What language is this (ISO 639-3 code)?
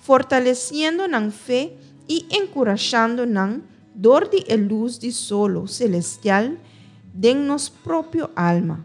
pap